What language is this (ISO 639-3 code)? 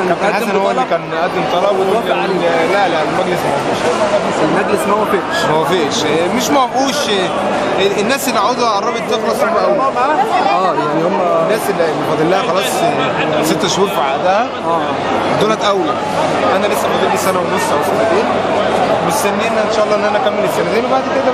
arz